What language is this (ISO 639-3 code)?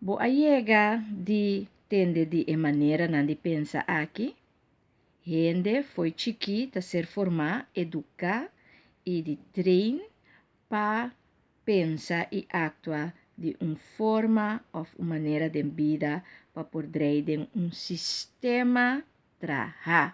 pap